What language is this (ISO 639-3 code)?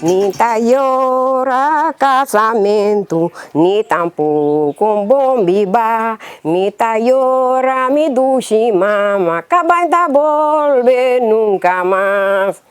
pap